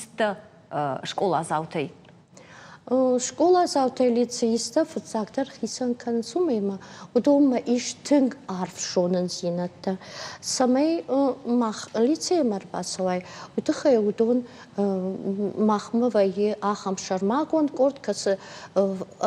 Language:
Ossetic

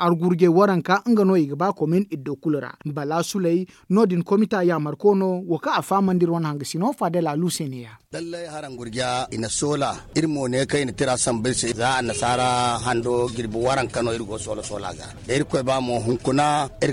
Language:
Zarma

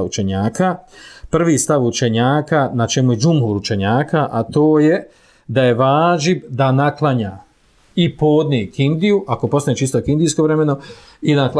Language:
Bosnian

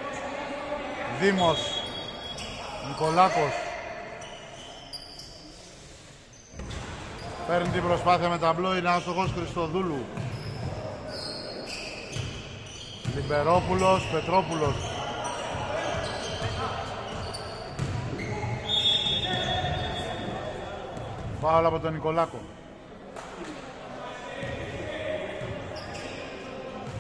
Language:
Greek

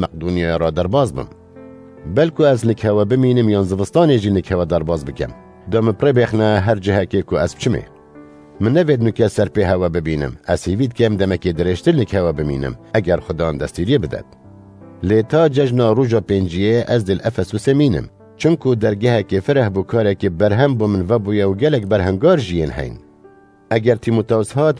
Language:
Kurdish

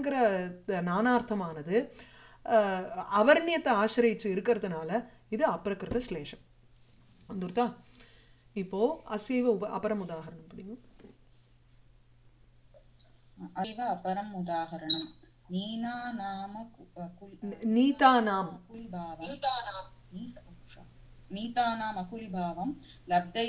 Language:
Tamil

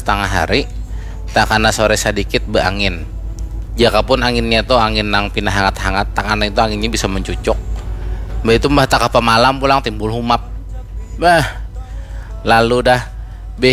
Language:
Banjar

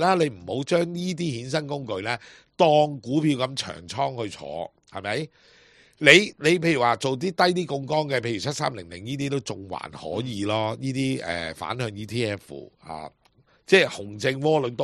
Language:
Cantonese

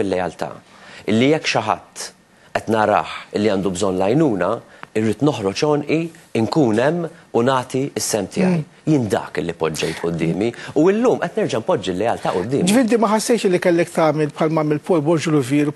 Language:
Maltese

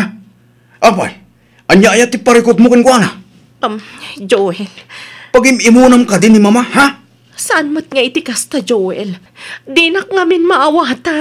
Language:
Iloko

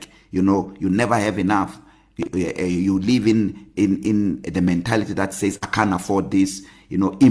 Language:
English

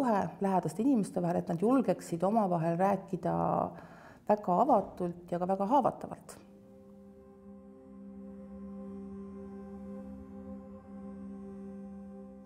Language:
Estonian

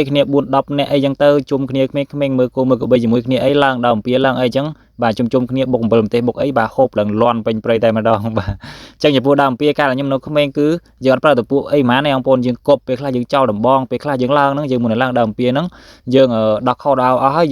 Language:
Khmer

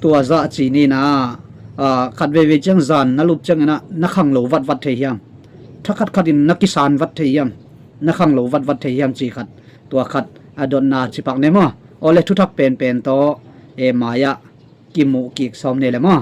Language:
Tedim Chin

